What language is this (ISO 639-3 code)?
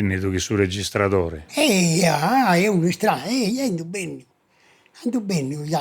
srd